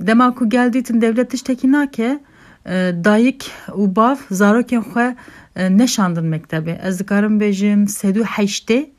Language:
Kurdish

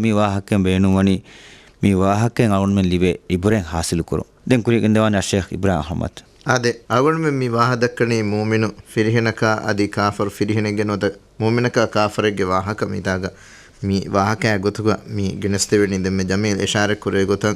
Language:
Divehi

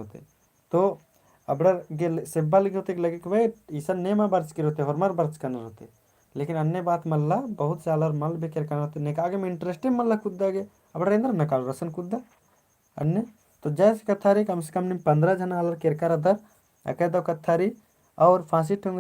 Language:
Kurukh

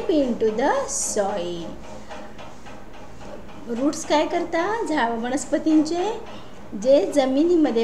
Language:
Marathi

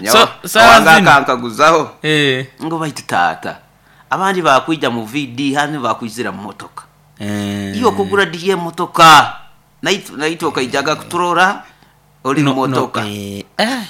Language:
Nyoro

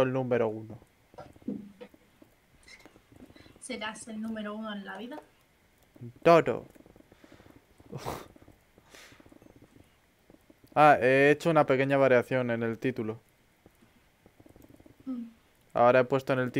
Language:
Spanish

